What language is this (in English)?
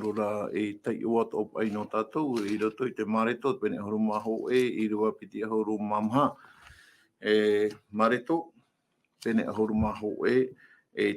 Tahitian